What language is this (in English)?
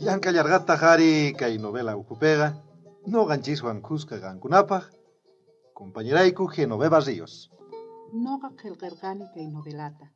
South Bolivian Quechua